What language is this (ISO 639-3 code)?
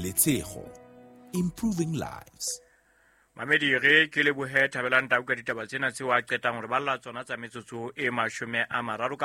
sot